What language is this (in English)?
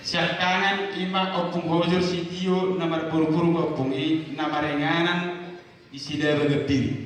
Batak Toba